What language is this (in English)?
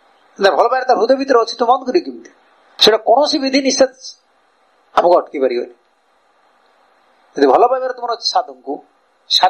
Odia